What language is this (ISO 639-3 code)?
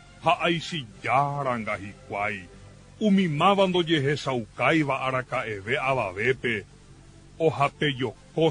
grn